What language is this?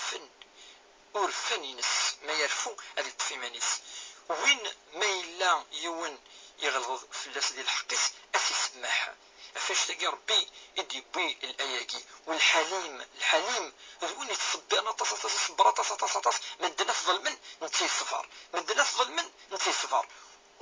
Kabyle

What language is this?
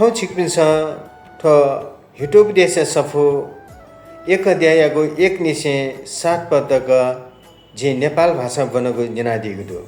Newari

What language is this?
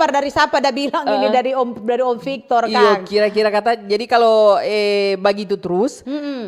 Manado Malay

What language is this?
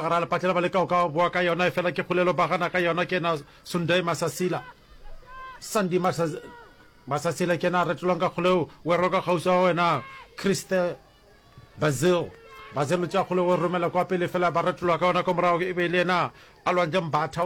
Northern Sotho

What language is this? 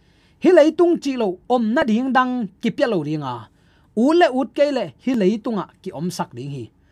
Tedim Chin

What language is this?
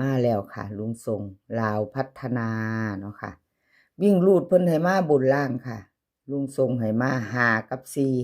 Northeastern Thai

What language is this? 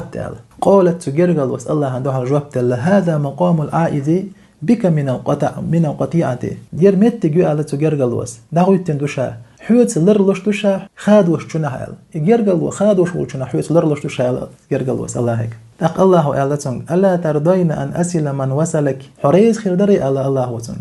Chechen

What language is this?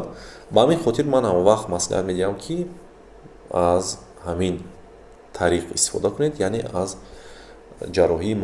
Tajik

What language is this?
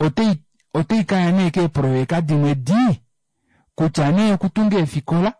Kuanyama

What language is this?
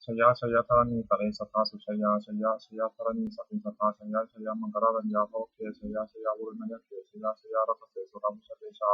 Pali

